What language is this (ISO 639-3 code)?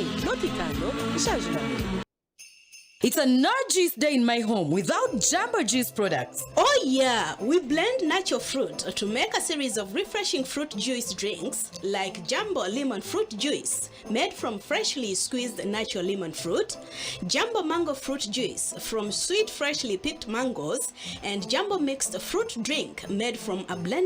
nyn